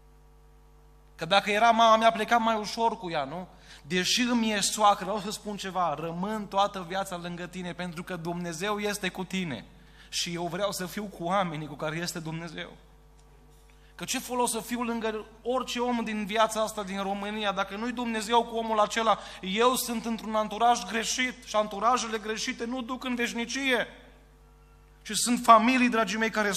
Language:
Romanian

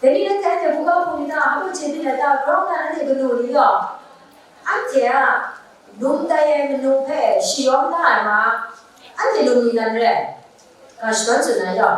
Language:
Kachin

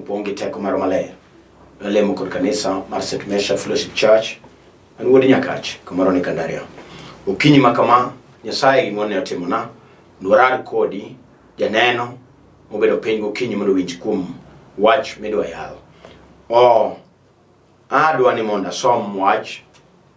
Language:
Luo (Kenya and Tanzania)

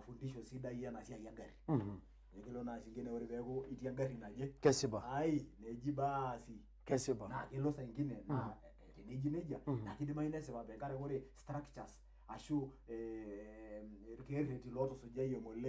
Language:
Masai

